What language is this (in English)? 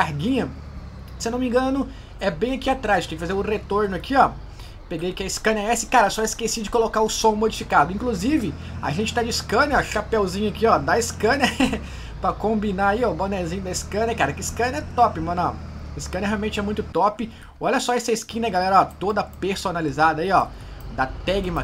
Portuguese